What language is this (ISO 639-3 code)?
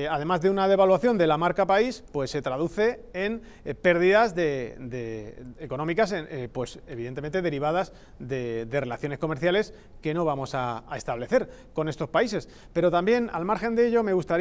spa